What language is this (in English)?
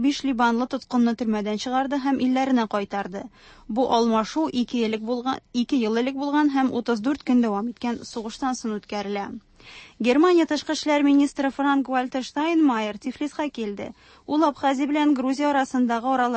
Tatar